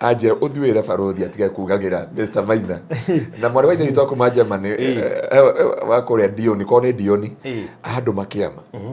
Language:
Kikuyu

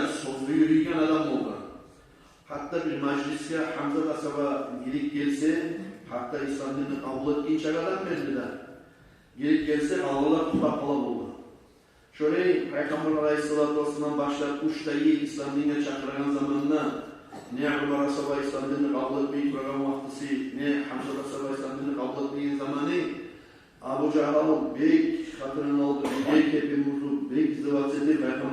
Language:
Kumyk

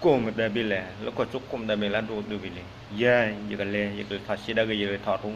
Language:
S'gaw Karen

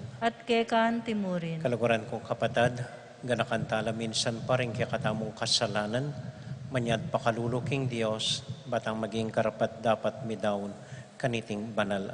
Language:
Pampanga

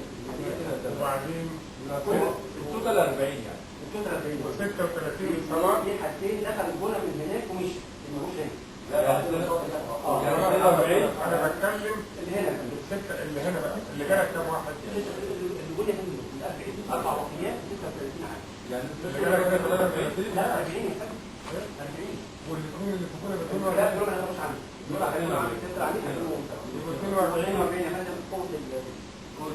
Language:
Egyptian Arabic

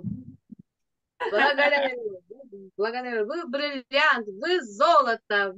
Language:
Russian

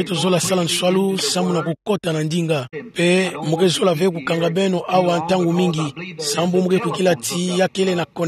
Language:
Kituba (Democratic Republic of Congo)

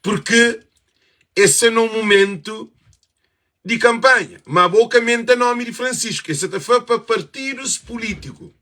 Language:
Kabuverdianu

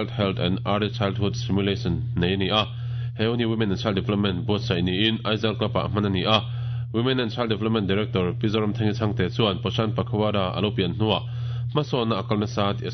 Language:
Mizo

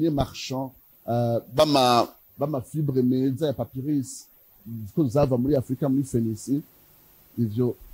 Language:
Rundi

